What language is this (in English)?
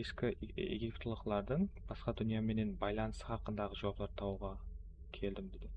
Kara-Kalpak